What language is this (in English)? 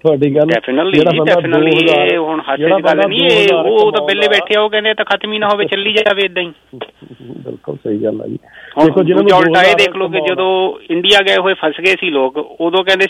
Punjabi